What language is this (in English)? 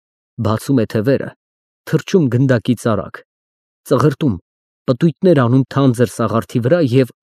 Armenian